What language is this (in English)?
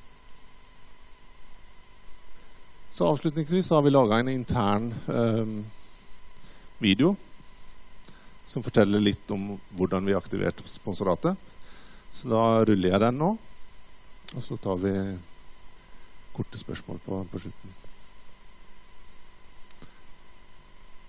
Norwegian